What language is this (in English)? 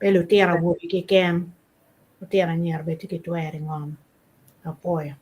Acoli